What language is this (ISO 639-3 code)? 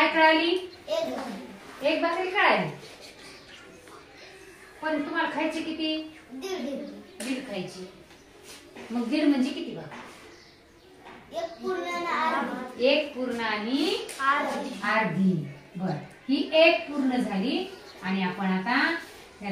mar